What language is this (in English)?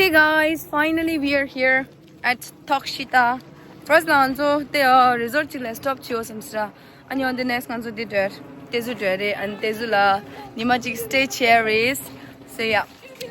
Tibetan